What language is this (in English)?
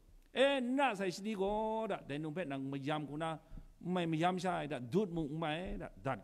Kachin